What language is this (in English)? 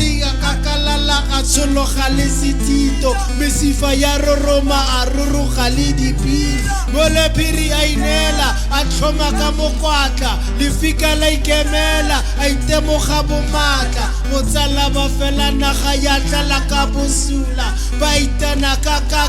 Tswana